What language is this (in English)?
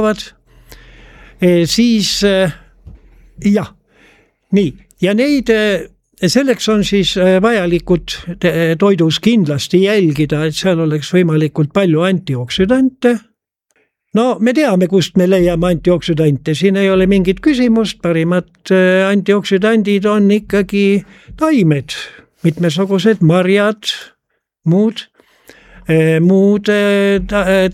Estonian